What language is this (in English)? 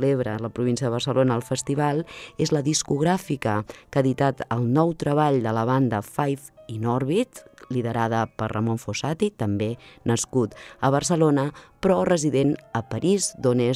Catalan